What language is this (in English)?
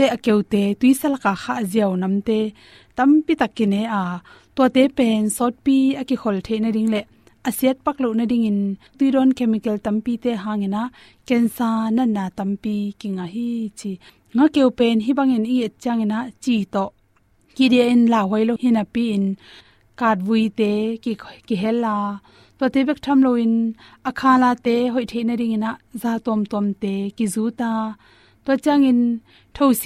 Tedim Chin